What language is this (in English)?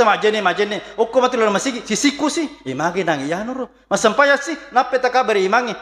Buginese